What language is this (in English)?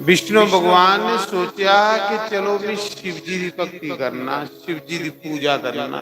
Dogri